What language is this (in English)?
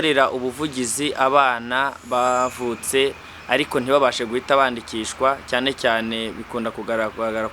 Kinyarwanda